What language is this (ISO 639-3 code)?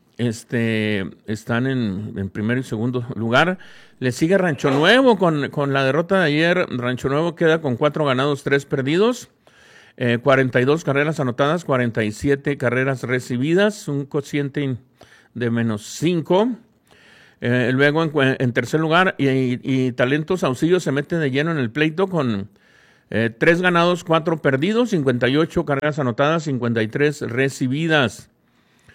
spa